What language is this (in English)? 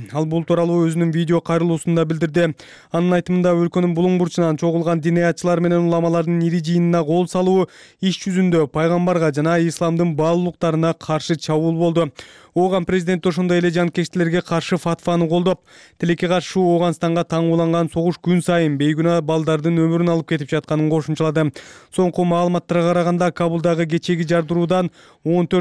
Kyrgyz